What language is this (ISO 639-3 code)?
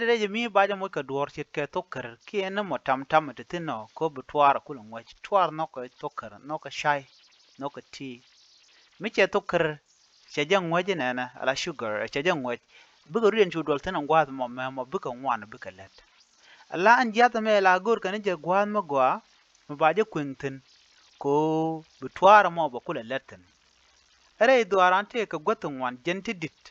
nus